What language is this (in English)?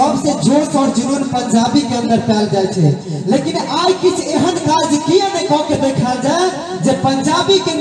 Maithili